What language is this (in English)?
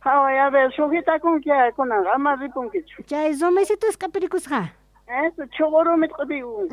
South Bolivian Quechua